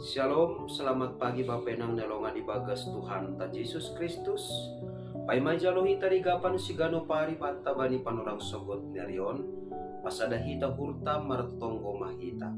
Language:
Batak Simalungun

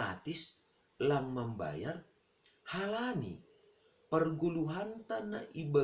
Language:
Batak Simalungun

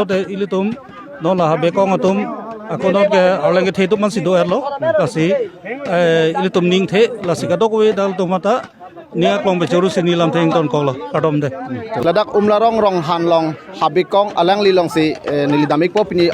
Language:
Karbi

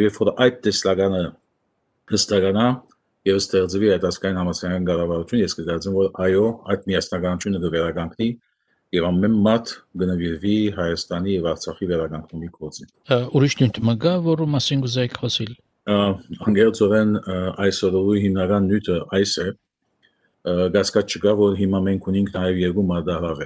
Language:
Armenian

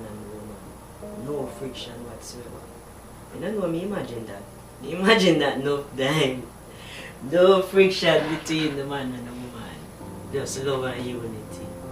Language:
Jamaican Creole English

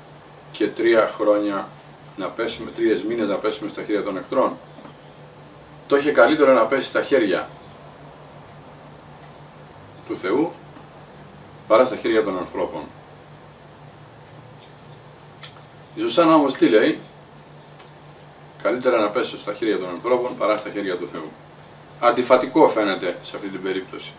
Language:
Greek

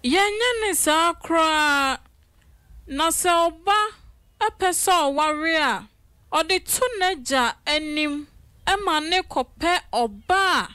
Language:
Akan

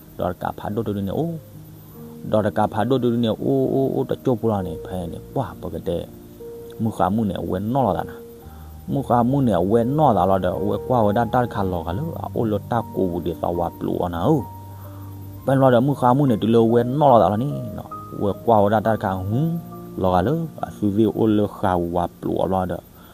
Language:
S'gaw Karen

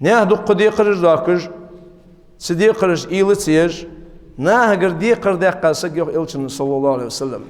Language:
Ingush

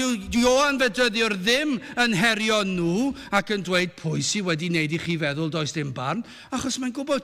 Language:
Welsh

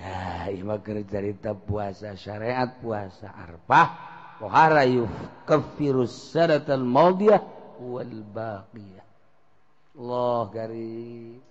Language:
Sundanese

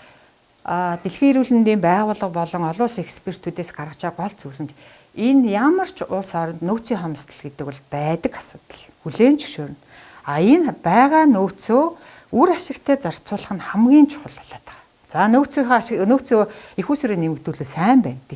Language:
Mongolian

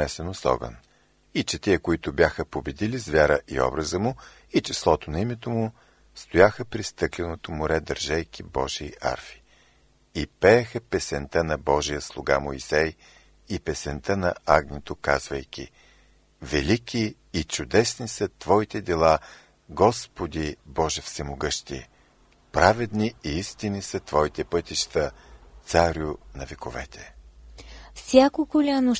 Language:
Bulgarian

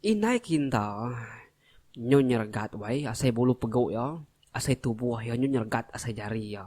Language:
Iban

